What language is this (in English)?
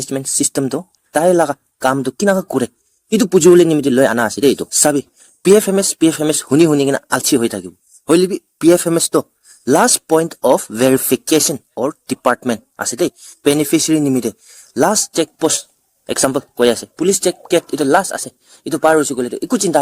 Naga Pidgin